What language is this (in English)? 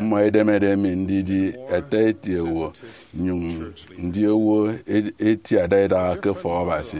Efik